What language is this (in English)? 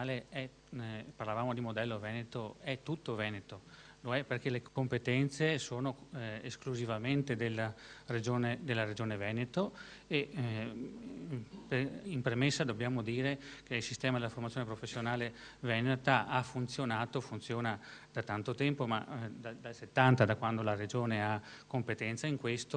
Italian